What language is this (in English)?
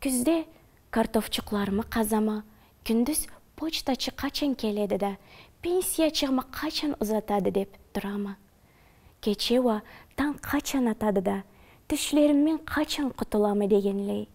Karachay-Balkar